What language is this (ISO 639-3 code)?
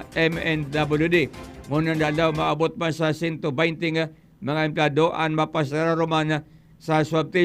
bik